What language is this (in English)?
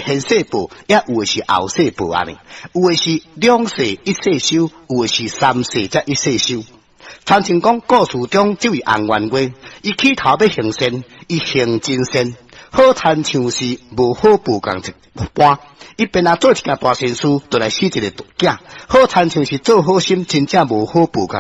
Min Nan Chinese